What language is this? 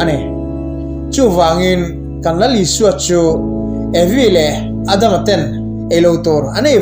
Mizo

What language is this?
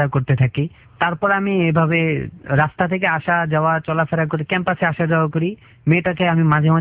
Bangla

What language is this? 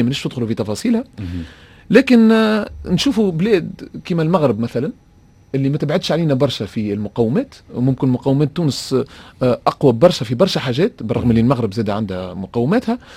Tunisian Arabic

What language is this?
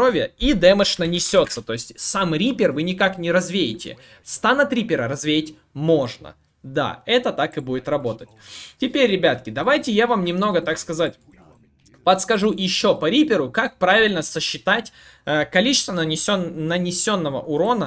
Russian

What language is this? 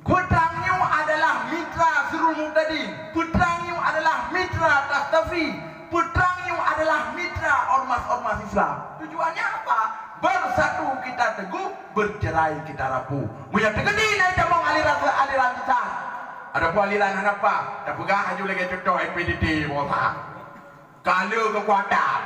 Achinese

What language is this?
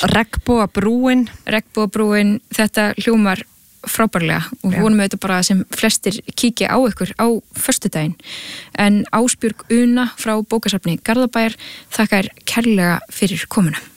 Icelandic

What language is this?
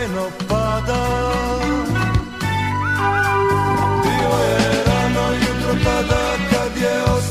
Serbian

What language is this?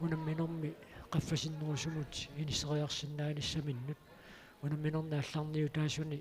Kalaallisut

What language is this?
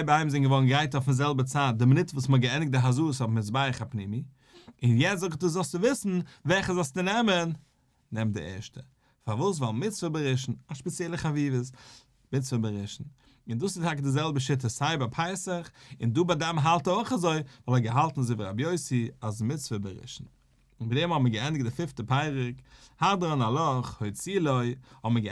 Yiddish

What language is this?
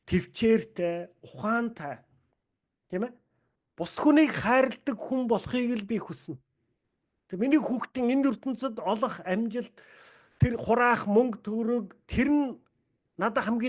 Mongolian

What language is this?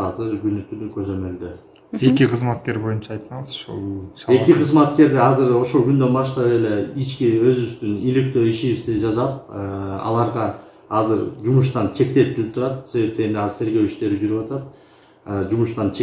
Kyrgyz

